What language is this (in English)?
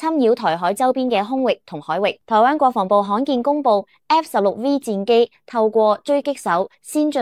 Cantonese